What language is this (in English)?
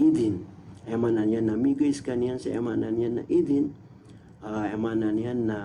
Maranao